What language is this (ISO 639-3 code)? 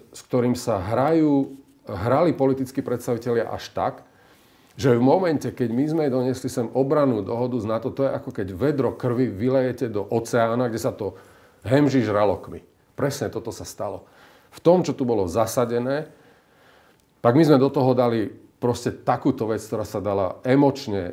slk